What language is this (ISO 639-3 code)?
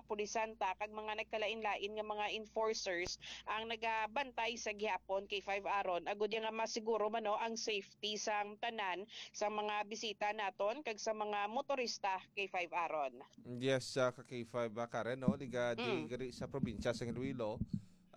hil